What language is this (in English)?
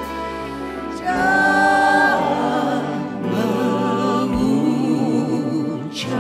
Indonesian